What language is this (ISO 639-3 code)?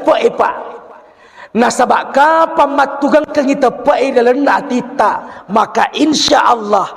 bug